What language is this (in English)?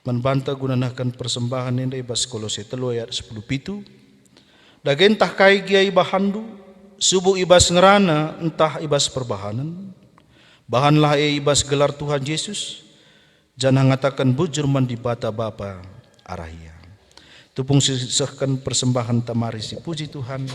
Batak Karo